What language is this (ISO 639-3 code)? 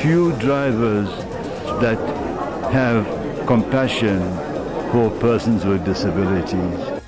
ven